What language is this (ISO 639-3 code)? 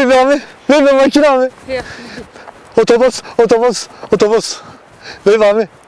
zza